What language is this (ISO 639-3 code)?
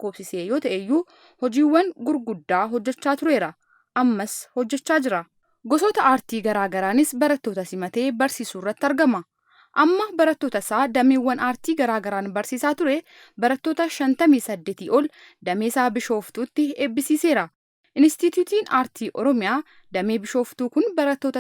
orm